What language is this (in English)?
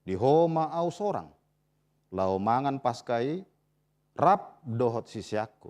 Batak Toba